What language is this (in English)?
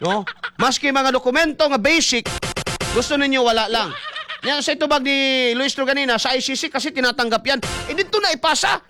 Cebuano